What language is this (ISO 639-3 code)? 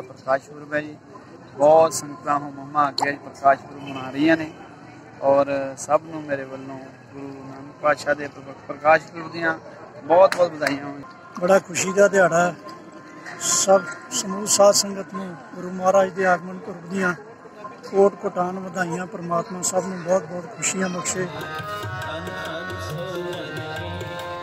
pan